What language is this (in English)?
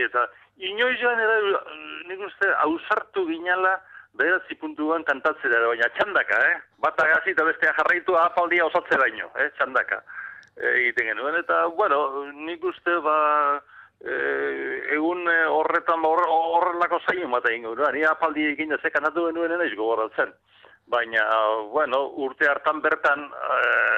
Basque